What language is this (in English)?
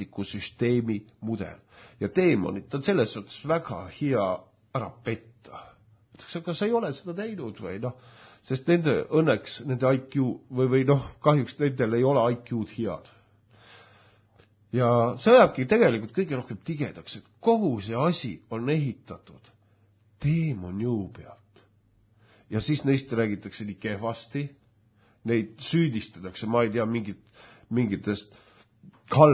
Estonian